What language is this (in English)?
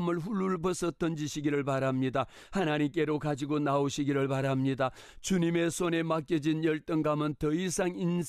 Korean